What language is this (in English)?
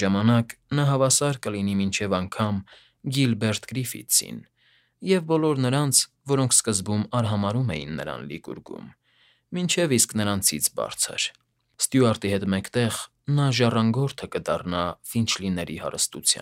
Armenian